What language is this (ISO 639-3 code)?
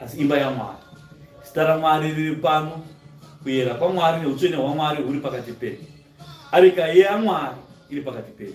sna